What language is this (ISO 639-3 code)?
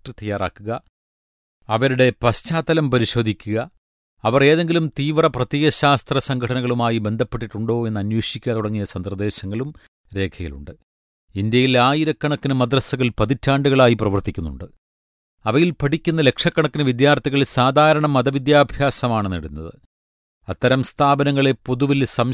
mal